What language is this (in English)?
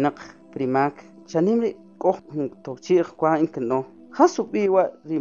Kʼicheʼ